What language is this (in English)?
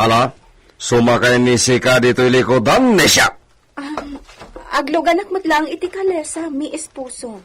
Iloko